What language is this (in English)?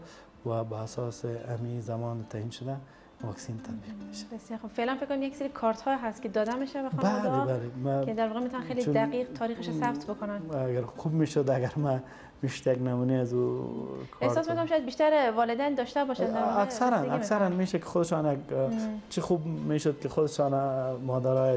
Persian